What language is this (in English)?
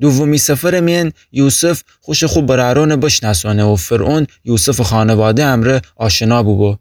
Gilaki